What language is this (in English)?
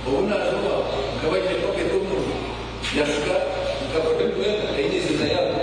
Nyankole